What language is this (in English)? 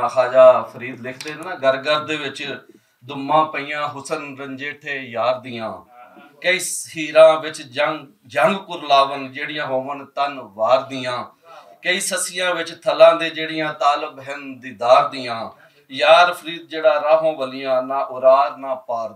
Western Panjabi